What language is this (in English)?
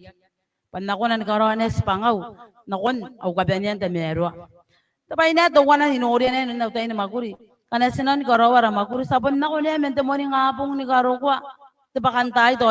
Gilbertese